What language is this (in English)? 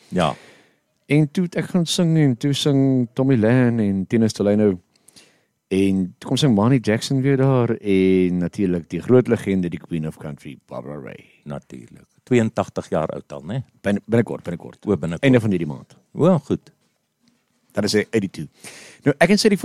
Afrikaans